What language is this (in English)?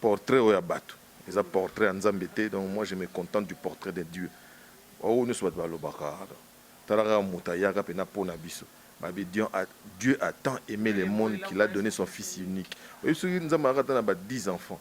Lingala